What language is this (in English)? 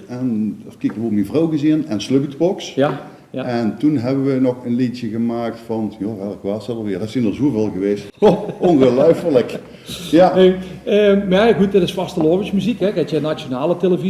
Limburgish